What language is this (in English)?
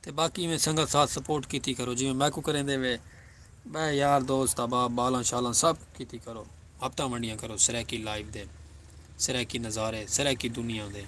Saraiki